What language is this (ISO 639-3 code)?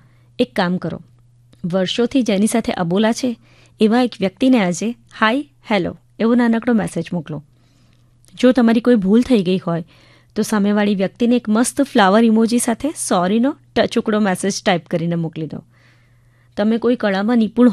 guj